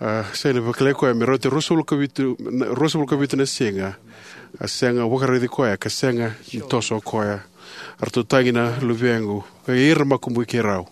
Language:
Fijian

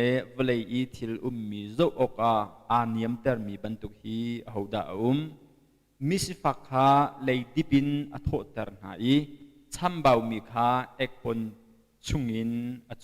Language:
Hakha Chin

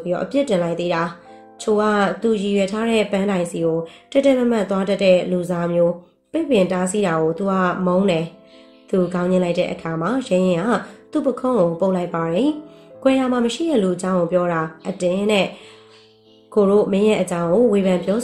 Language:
Burmese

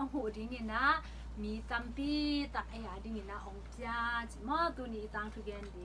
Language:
Tedim Chin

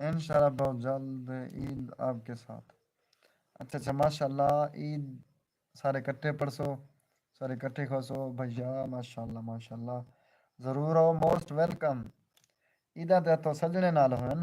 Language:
Saraiki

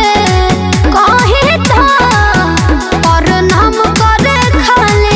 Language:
Bhojpuri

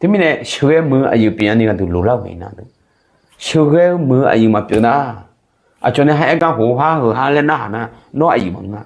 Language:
Akha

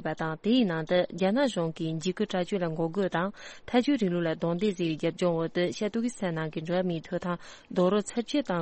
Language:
Tibetan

